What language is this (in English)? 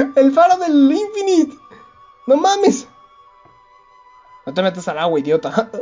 Spanish